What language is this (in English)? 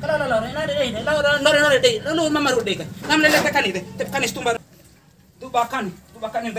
Bima